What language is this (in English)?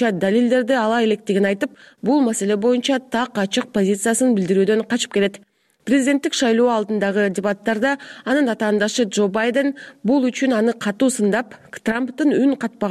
Kyrgyz